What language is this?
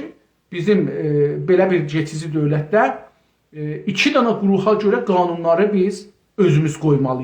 South Azerbaijani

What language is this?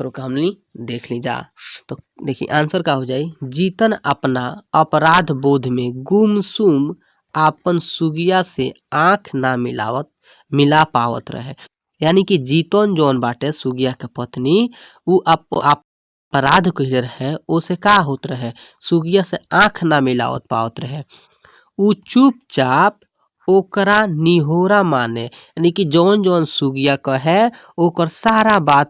Bhojpuri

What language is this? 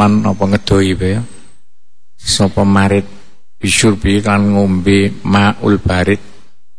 Javanese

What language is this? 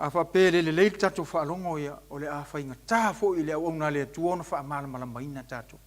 Samoan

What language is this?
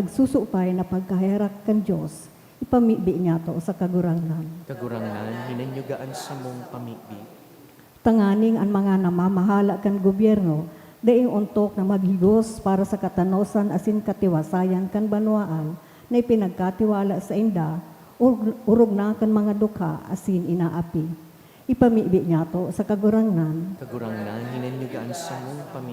Bikol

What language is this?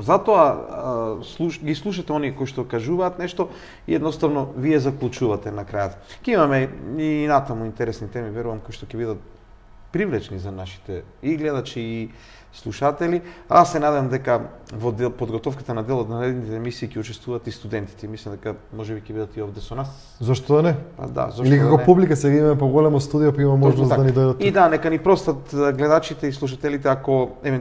Macedonian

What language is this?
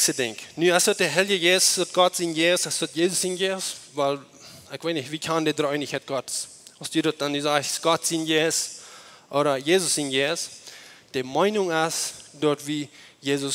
Plautdietsch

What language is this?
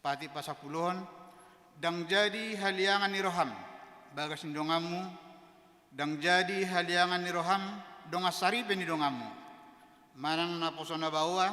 Batak Toba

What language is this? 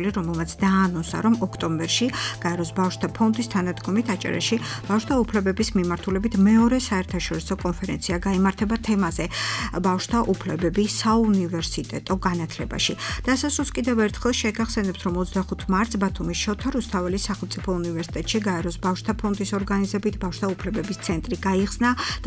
Georgian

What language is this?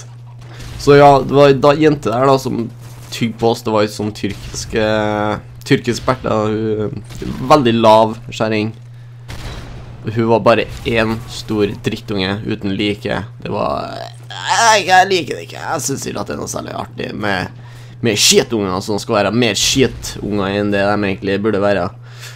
Norwegian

